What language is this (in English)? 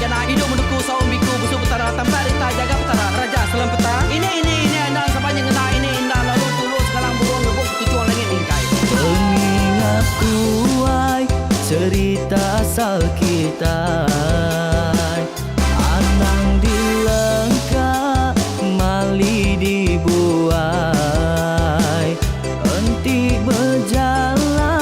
Iban